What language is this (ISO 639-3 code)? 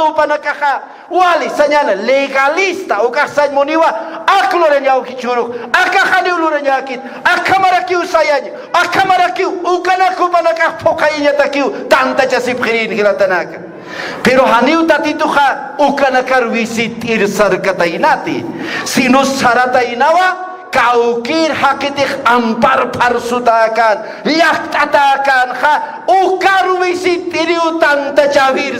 aym